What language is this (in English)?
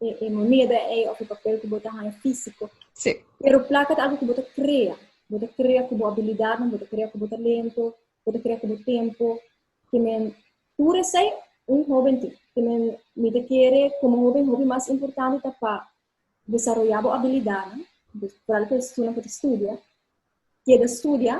Papiamento